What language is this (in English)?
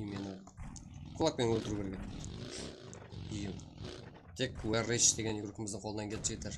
Kara-Kalpak